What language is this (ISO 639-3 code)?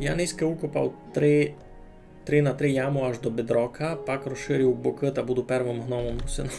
rue